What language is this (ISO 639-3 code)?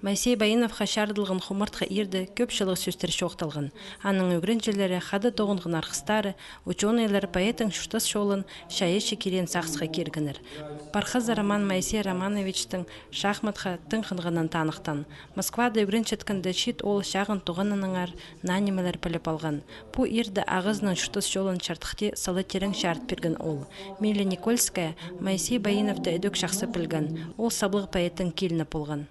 kjh